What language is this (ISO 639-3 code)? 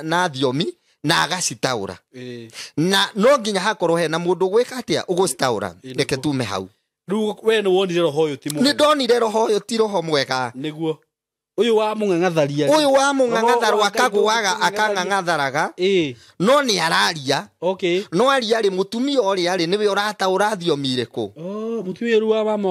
kik